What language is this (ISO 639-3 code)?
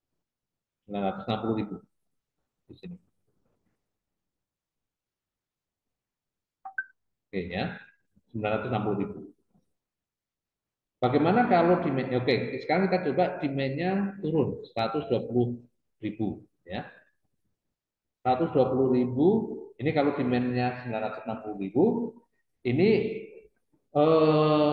ind